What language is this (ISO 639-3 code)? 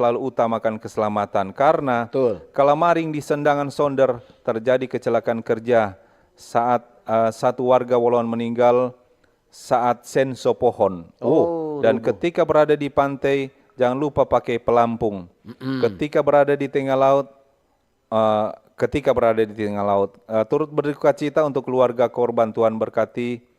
xmm